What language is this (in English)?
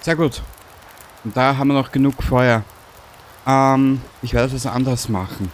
Bavarian